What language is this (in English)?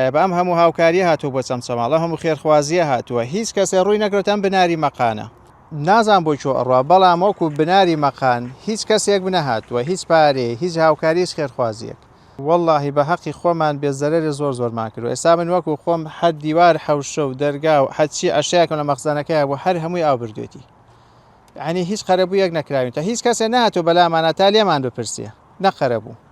Central Kurdish